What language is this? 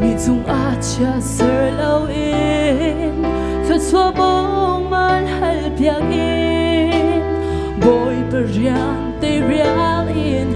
Hakha Chin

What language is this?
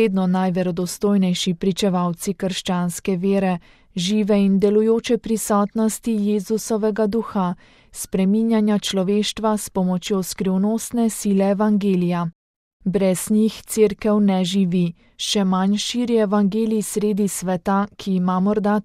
Slovenian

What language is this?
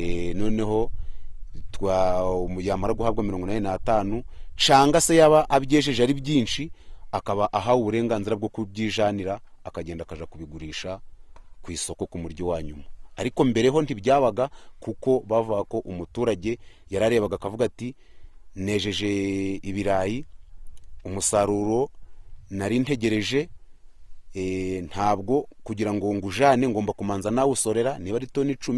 Kinyarwanda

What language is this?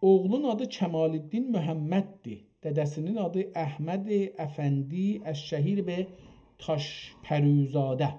South Azerbaijani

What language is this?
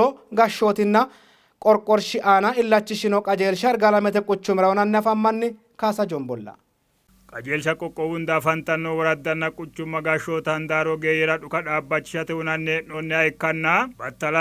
Sidamo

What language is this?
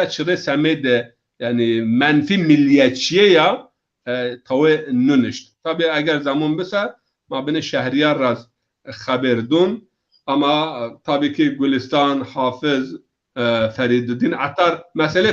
Zaza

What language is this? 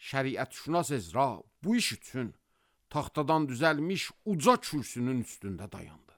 Azerbaijani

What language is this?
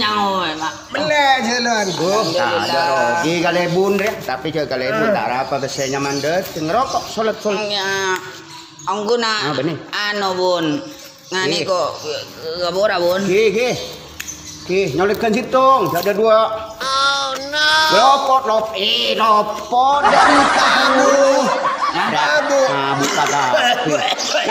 Madurese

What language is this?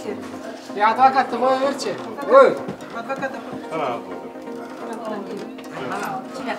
Kyrgyz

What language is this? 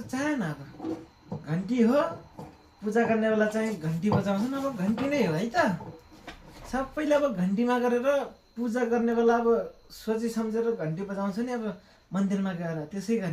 Nepali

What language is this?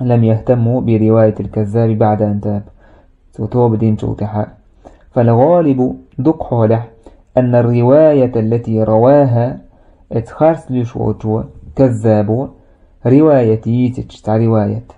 Chechen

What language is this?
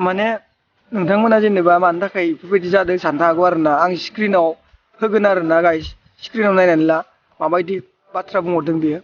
Bodo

